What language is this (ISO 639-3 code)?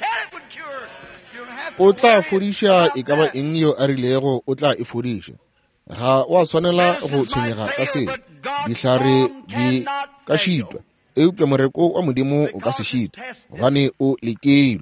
nso